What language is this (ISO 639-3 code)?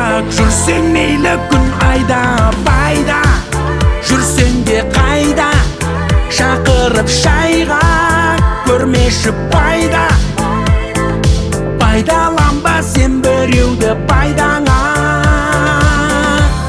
kaz